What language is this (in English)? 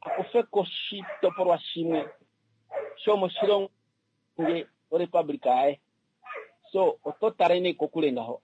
Kuanyama